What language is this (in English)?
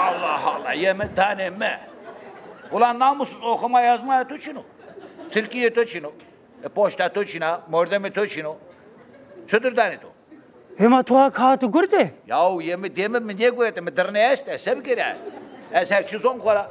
Zaza